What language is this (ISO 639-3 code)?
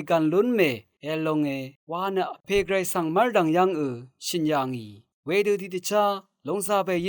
raw